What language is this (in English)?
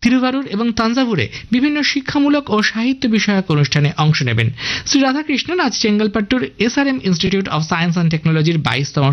Bangla